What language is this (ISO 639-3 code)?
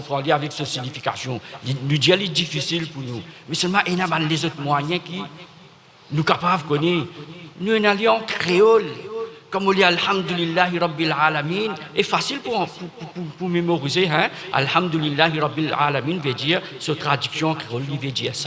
mfe